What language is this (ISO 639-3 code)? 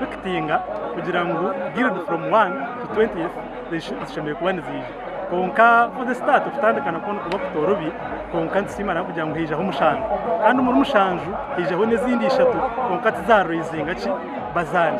nyn